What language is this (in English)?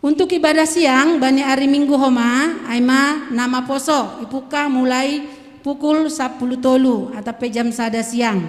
Batak Simalungun